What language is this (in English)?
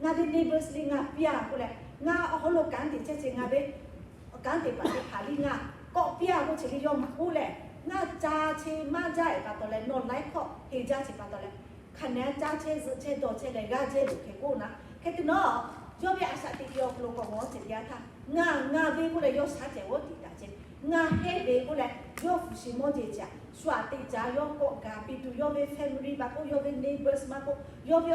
Lahu